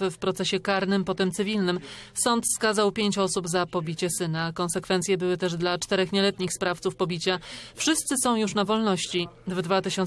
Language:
Polish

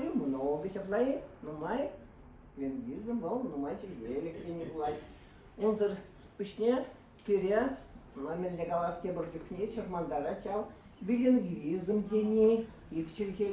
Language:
Chuvash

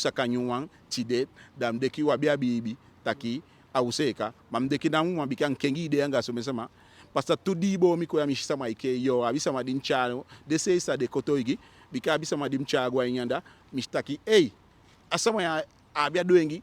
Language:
Eastern Maroon Creole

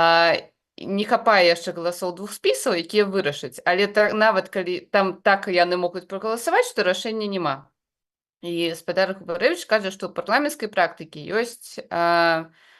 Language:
Belarusian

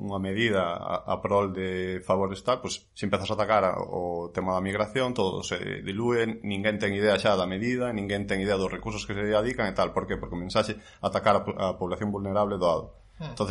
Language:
Galician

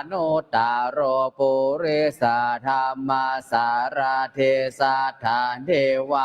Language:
Pali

